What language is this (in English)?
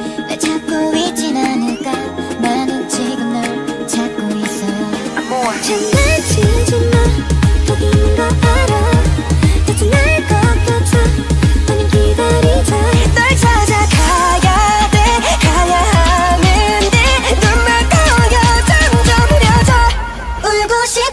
Korean